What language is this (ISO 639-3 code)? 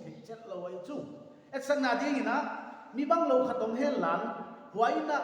pck